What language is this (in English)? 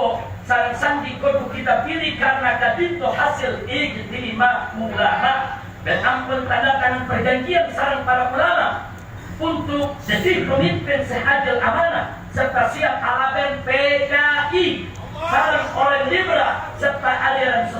Madurese